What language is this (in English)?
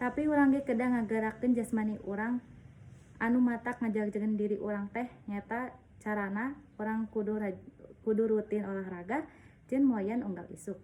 Sundanese